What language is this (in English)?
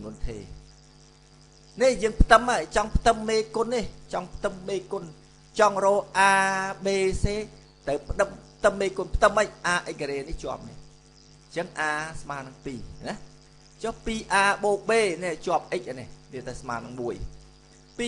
Khmer